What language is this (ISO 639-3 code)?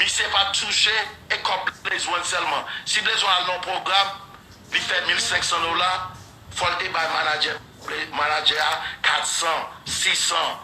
hat